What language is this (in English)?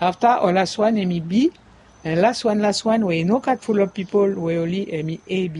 Bislama